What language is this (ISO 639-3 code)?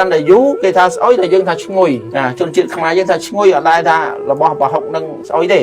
khm